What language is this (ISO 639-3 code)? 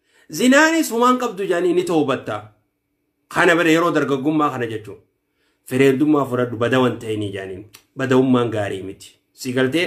orm